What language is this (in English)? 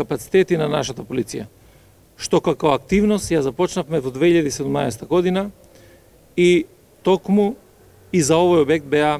Macedonian